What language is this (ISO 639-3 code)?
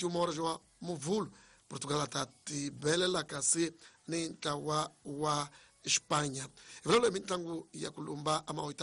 tso